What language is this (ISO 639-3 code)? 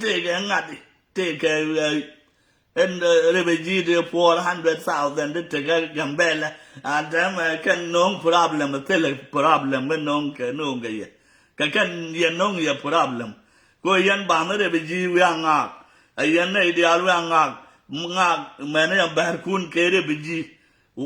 nus